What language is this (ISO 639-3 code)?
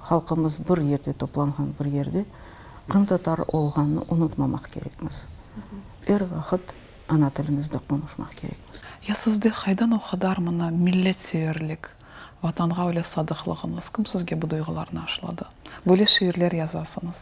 crh